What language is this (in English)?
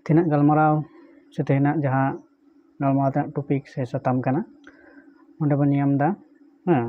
Santali